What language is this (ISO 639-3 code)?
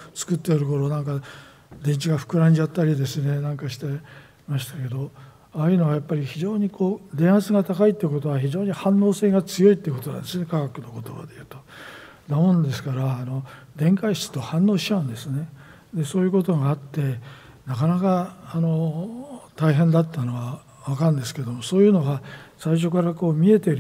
jpn